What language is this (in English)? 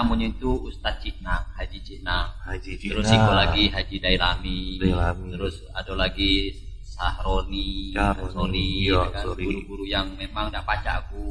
Musi